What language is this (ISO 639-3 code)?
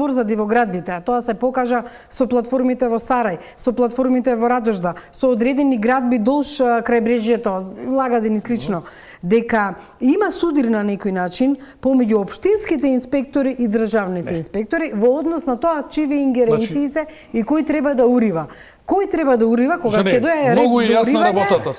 mkd